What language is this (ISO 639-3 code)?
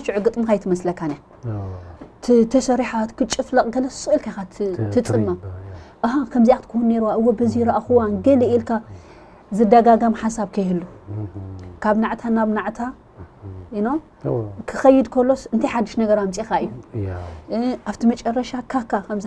tir